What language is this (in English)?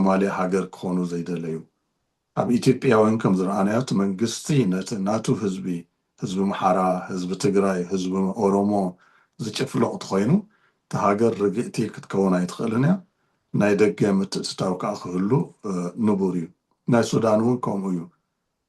Tigrinya